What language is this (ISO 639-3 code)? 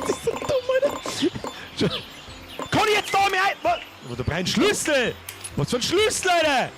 bar